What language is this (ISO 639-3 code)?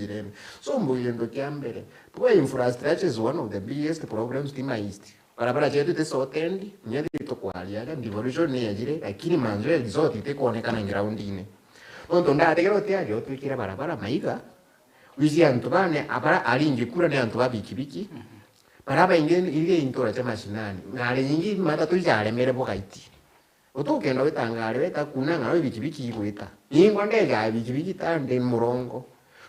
mer